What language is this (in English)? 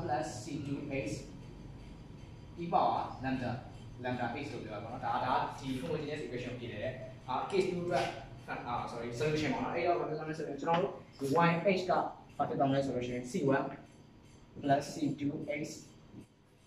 Burmese